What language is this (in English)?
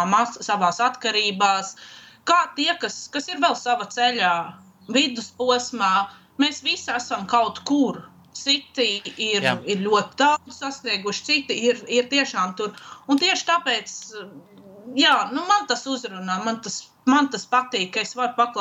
Latvian